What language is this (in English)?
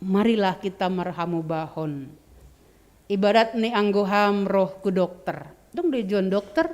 Batak Simalungun